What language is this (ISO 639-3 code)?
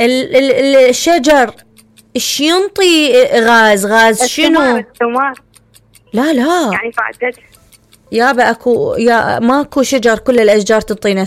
acm